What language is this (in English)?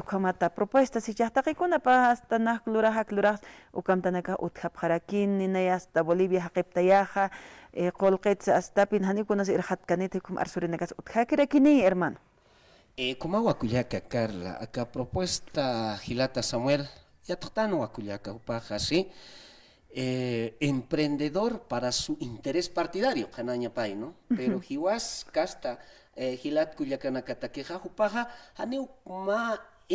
Aymara